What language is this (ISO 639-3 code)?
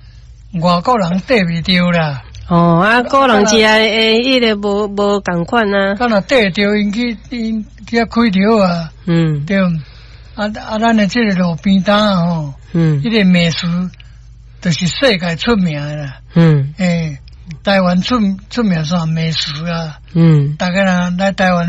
nan